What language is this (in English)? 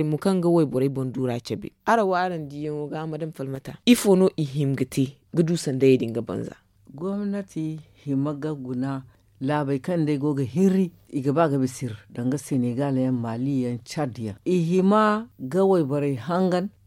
Zarma